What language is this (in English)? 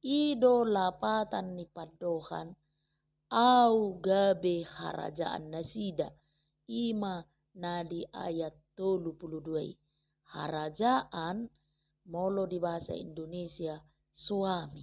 Batak Toba